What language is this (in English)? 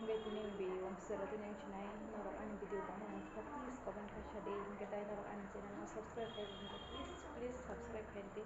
Kok Borok